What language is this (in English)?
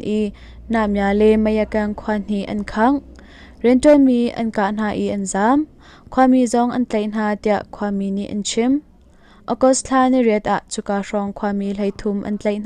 Hakha Chin